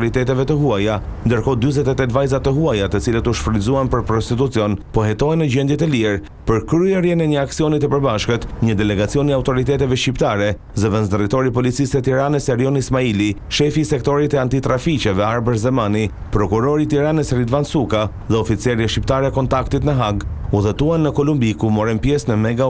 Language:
Albanian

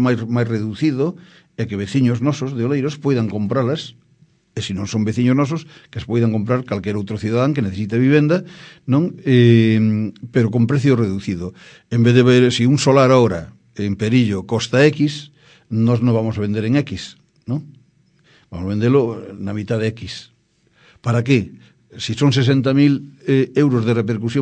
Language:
Galician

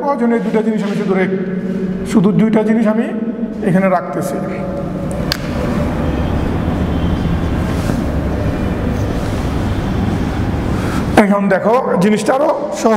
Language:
Bangla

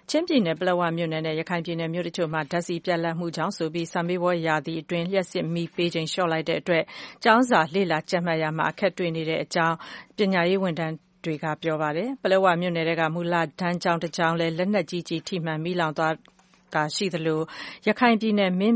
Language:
Burmese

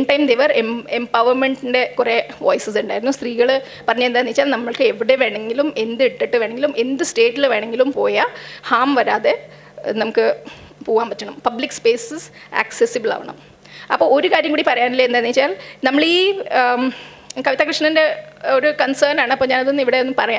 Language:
Malayalam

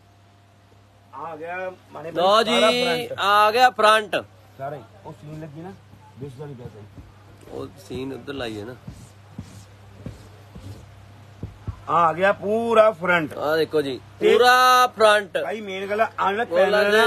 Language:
Punjabi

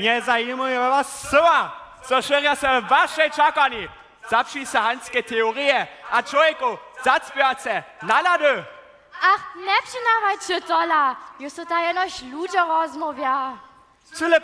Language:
Upper Sorbian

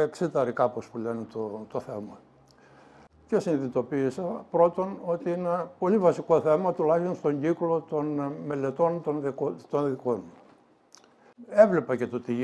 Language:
Greek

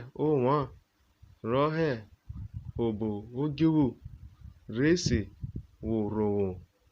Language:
Urhobo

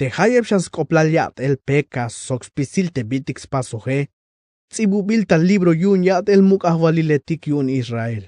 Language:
Tzeltal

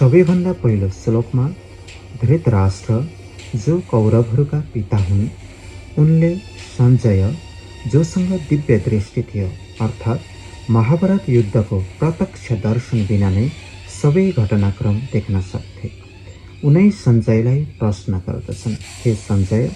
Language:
Nepali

